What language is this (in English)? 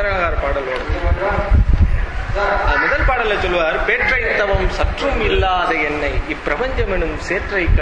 Tamil